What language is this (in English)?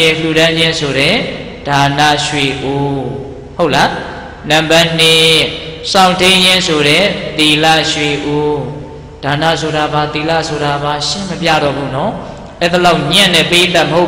Burmese